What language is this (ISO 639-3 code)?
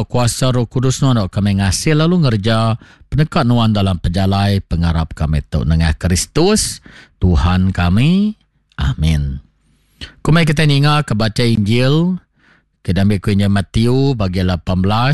iba